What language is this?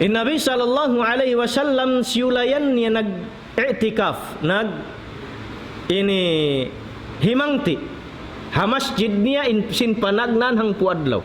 Tausug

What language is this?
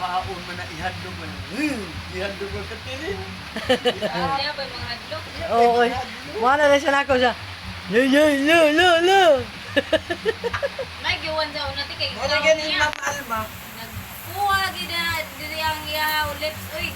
Cebuano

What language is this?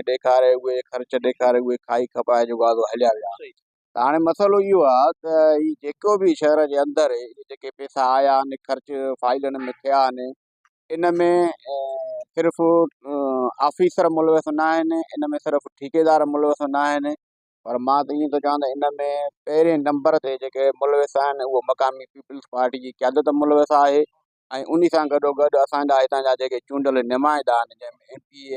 Sindhi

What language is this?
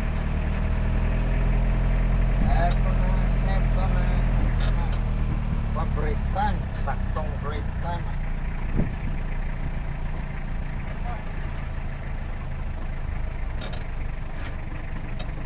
Filipino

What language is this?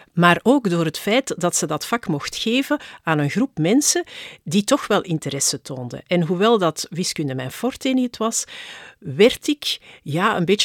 Dutch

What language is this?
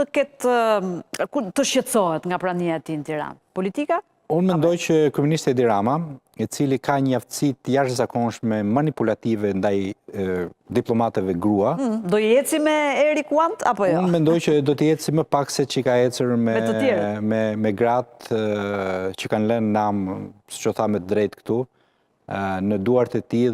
Albanian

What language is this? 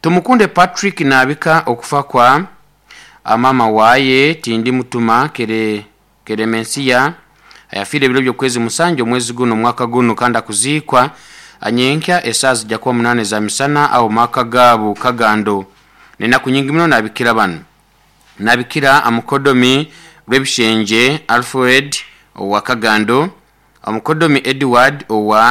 Nyoro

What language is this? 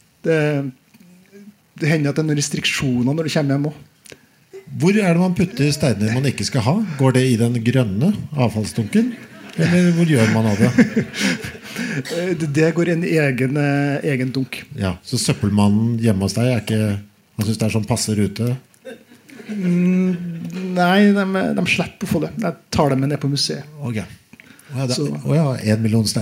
Norwegian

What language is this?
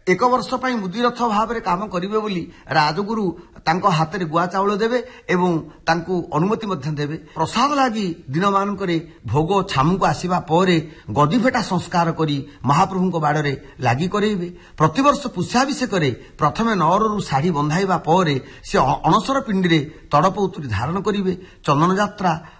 Odia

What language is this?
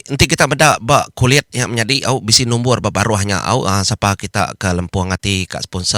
Iban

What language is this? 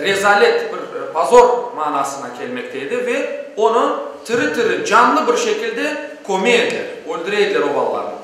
Crimean Tatar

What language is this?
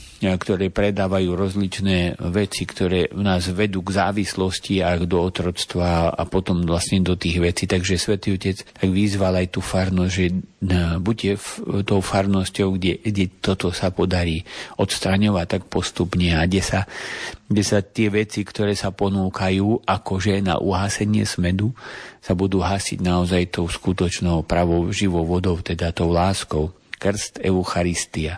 Slovak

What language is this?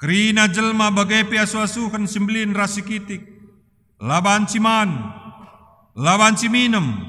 Batak Karo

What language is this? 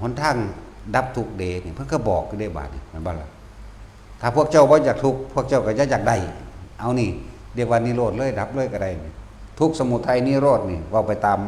Northeastern Thai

